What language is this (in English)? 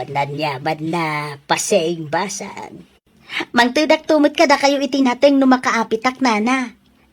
Iloko